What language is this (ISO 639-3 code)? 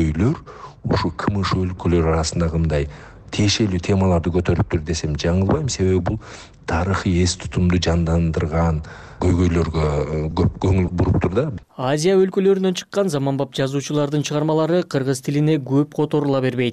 kir